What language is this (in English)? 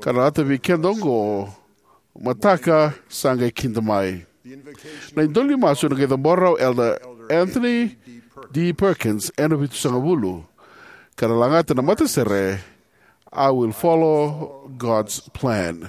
Fijian